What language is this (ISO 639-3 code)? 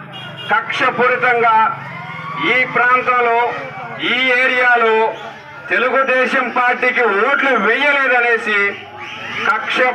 tel